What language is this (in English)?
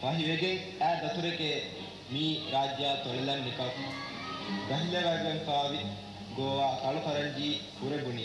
Divehi